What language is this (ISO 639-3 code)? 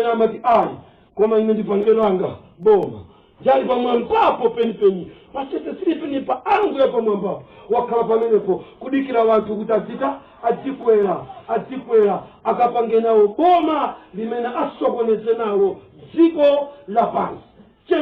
nya